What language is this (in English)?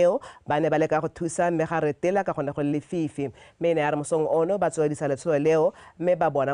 Tswana